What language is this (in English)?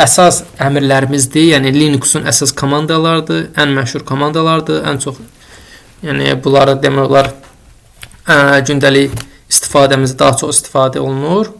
Azerbaijani